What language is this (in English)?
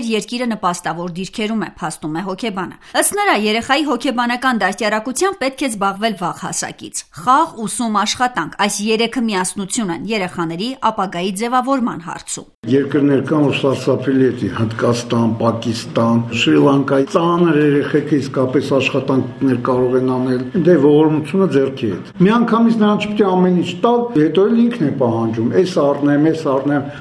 Armenian